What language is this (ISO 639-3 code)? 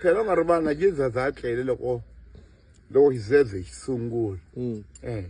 tso